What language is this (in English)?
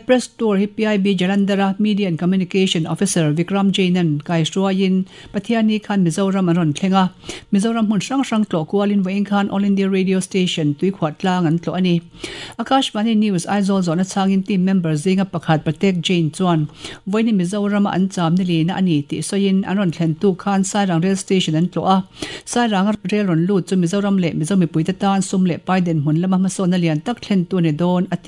Mizo